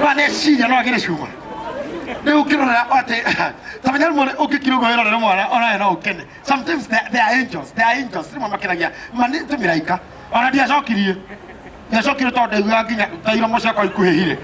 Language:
Kikuyu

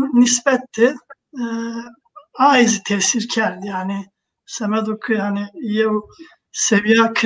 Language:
Zaza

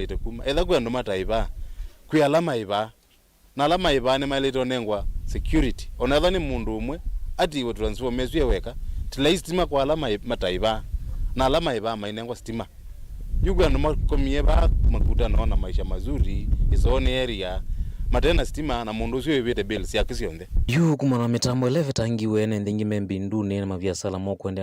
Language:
Kamba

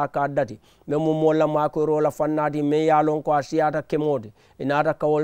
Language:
Mandingo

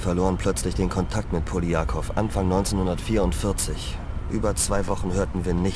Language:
Bavarian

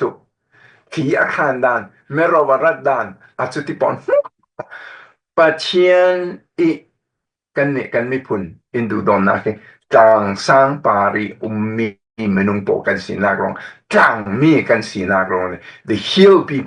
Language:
Falam Chin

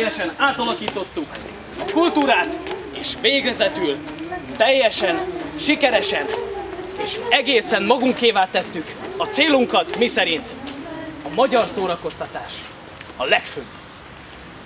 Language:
Hungarian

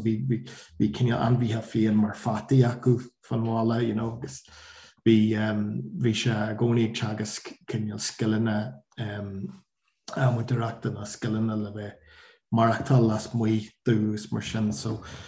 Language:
Irish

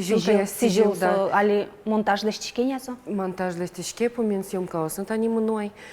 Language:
Udmurt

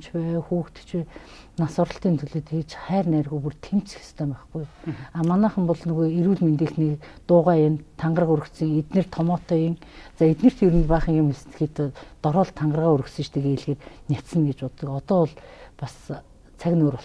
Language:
Mongolian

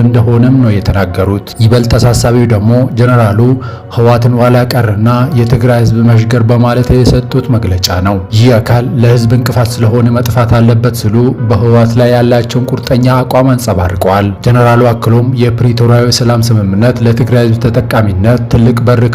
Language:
Amharic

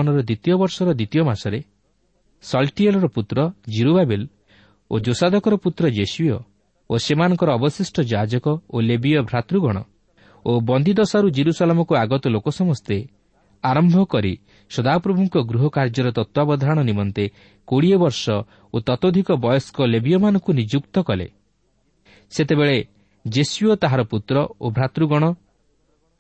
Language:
Odia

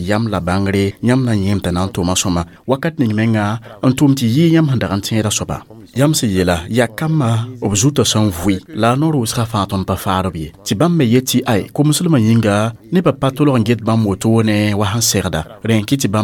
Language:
Mossi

